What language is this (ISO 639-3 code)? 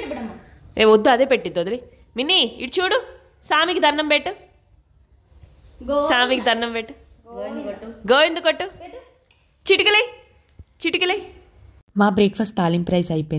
tel